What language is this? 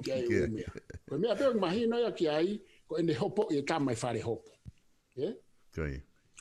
Tongan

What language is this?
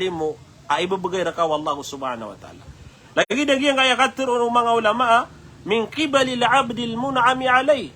Maranao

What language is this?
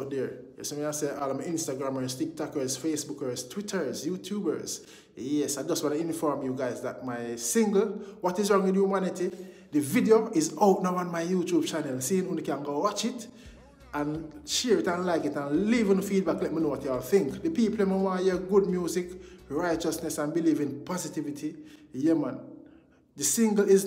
Jamaican Creole English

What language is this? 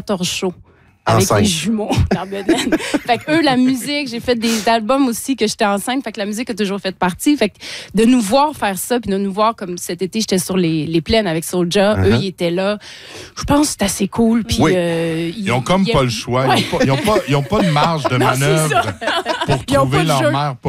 French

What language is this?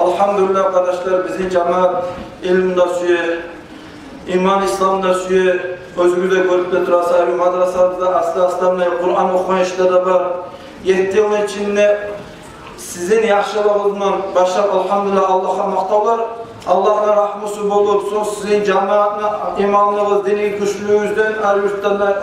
Kumyk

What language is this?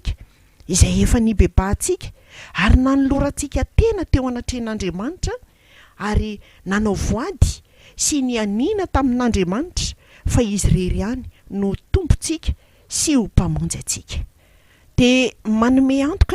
Malagasy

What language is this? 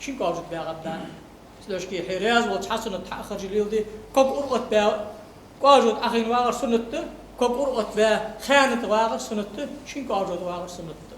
Ingush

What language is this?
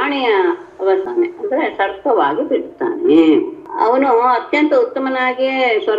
Kannada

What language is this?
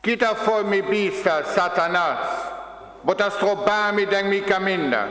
Papiamento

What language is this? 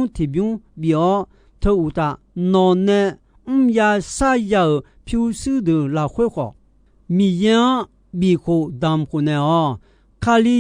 Akha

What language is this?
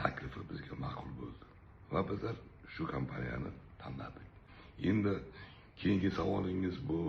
Uzbek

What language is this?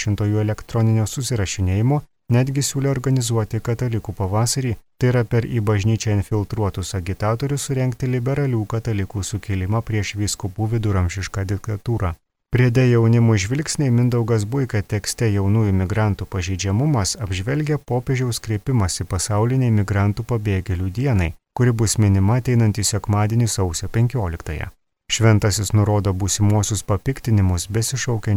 Lithuanian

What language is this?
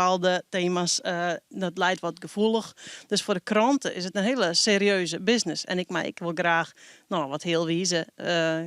Western Frisian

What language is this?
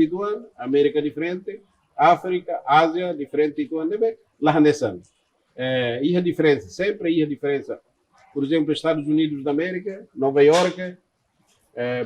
Tetum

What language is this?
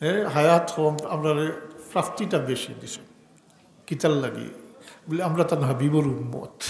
Sylheti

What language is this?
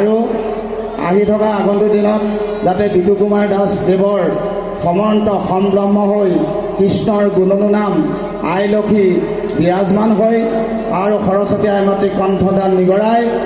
Assamese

